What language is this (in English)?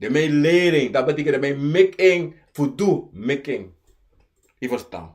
Sranan Tongo